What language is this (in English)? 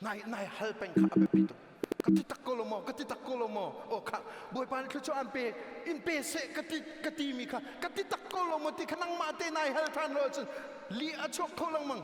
Hakha Chin